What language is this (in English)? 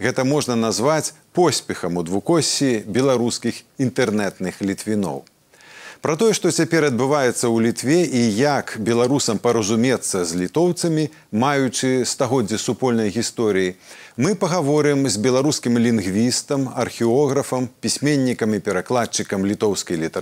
Belarusian